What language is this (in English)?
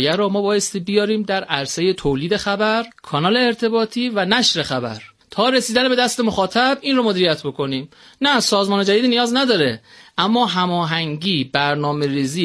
Persian